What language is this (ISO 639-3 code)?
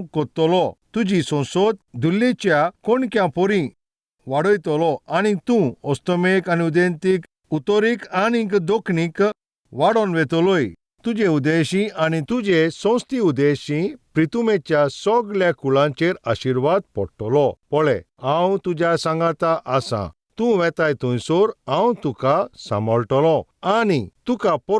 kok